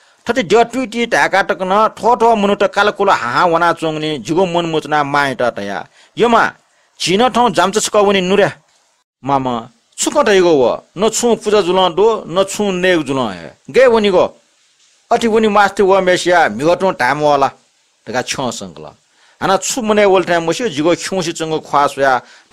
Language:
Newari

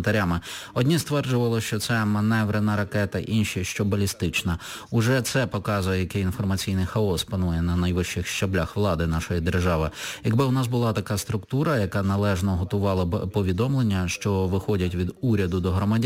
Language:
Ukrainian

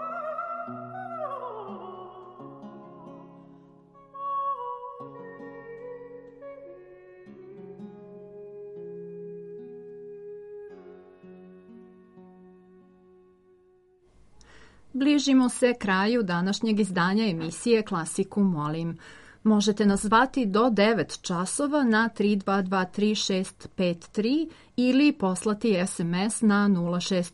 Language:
Serbian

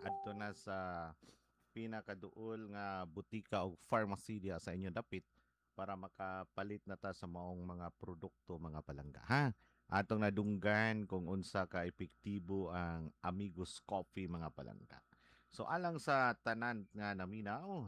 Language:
Cebuano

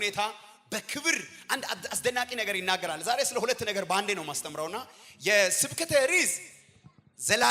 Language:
Amharic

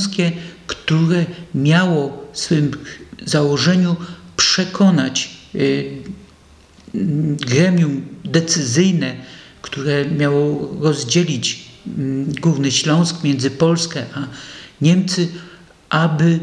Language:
Polish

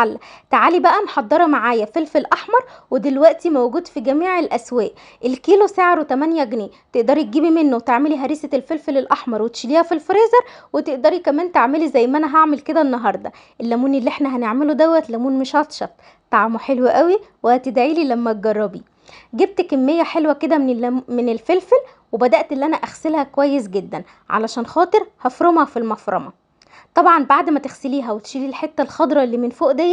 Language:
Egyptian Arabic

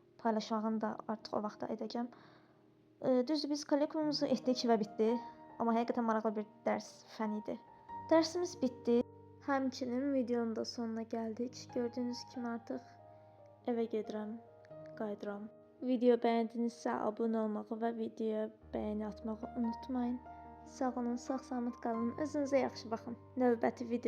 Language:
Azerbaijani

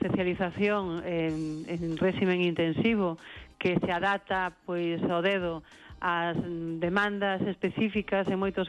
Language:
Galician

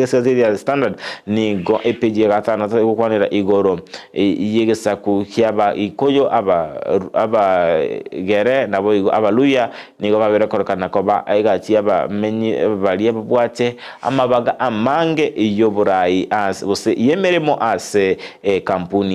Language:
Gusii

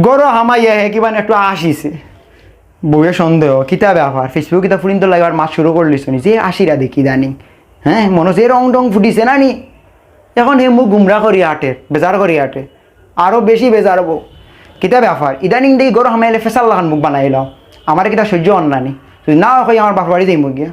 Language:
Sylheti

